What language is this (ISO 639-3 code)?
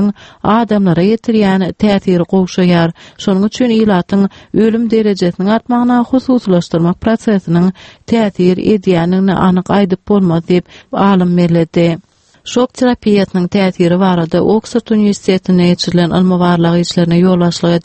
tuk